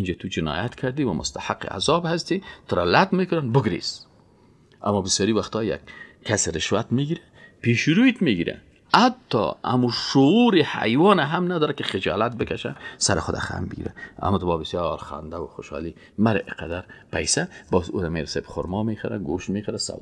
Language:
Persian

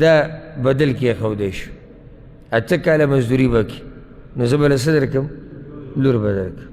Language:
Pashto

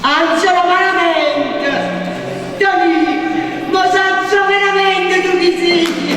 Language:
Neapolitan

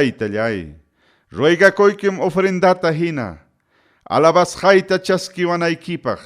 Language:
Ayacucho Quechua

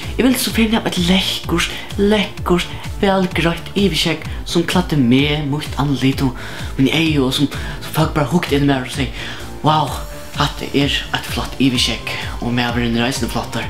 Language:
Faroese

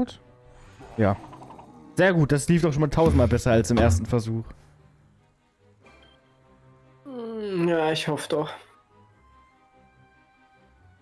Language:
German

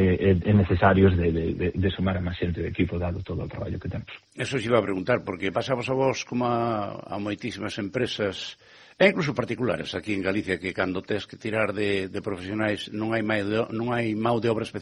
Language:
Galician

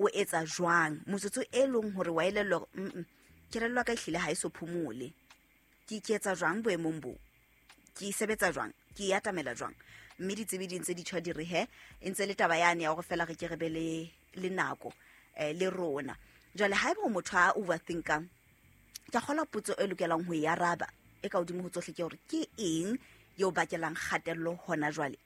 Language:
Southern Sotho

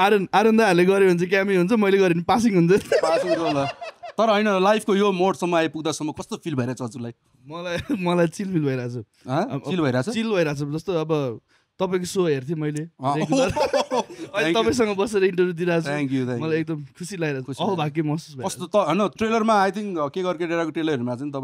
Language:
Nepali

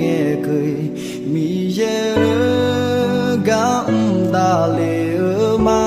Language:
Akha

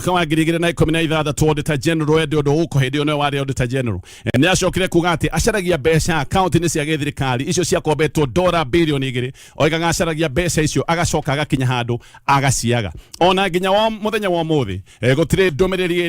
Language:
Kikuyu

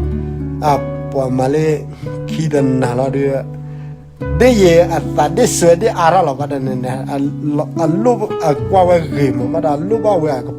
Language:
S'gaw Karen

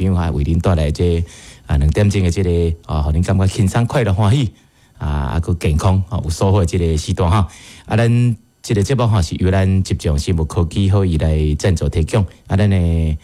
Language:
Min Nan Chinese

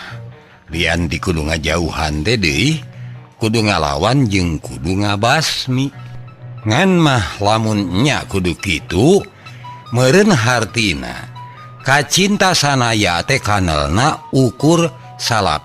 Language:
Sundanese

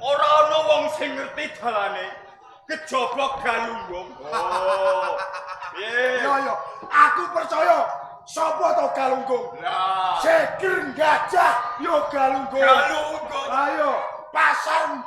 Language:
Javanese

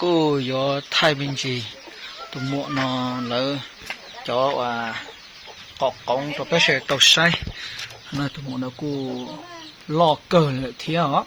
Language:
Hmong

